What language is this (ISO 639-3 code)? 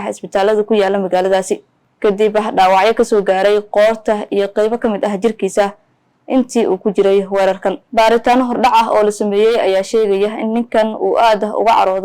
som